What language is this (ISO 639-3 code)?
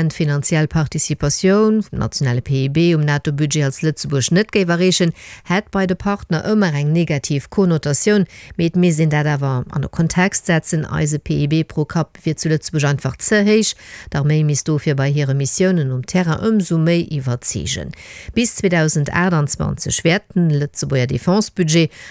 ltz